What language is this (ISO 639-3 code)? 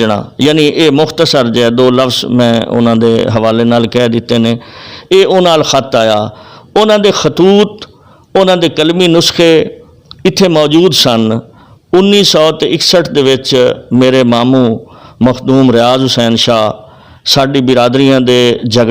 lah